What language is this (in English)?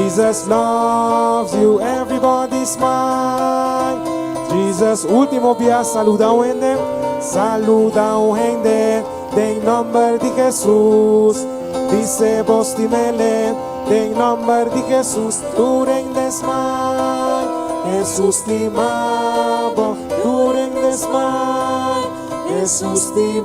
Papiamento